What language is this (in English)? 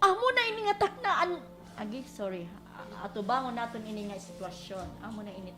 Waray